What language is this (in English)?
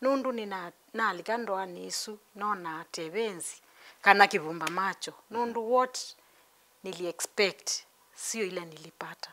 Kamba